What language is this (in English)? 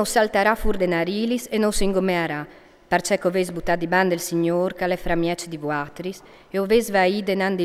Friulian